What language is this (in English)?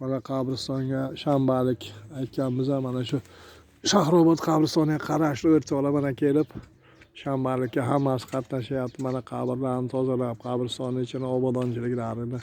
Uzbek